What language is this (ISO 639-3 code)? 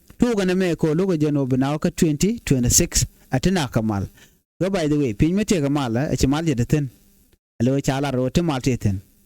nus